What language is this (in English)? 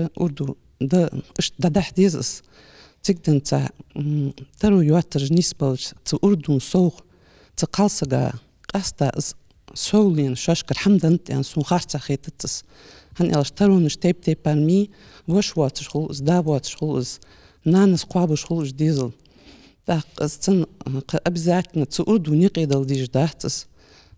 Ingush